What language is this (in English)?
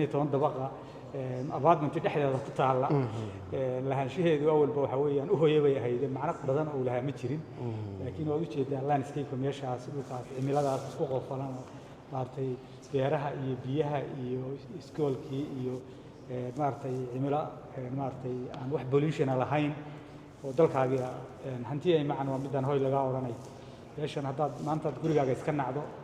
Somali